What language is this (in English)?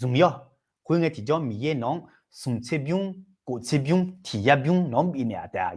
Akha